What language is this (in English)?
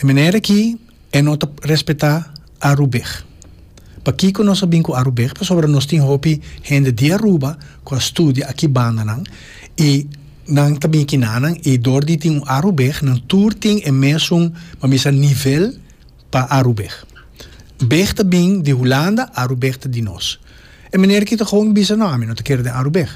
Papiamento